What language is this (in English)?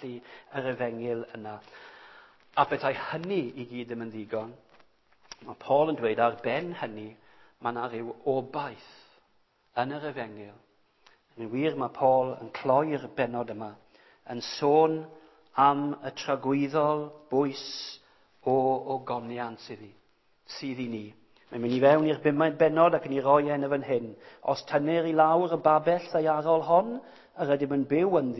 Welsh